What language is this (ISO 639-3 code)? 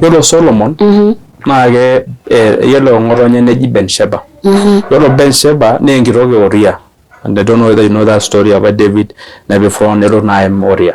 mas